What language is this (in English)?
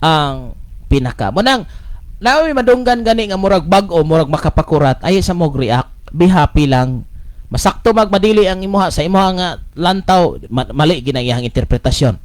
Cebuano